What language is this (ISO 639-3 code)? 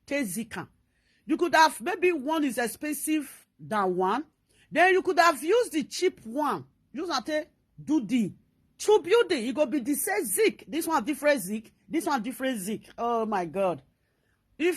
pcm